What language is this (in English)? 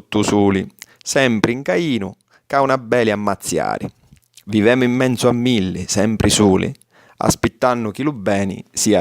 Sicilian